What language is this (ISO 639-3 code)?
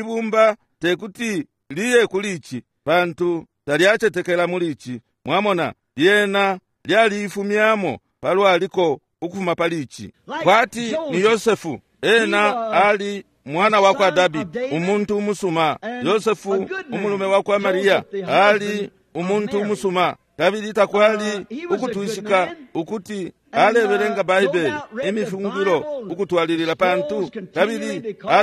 bem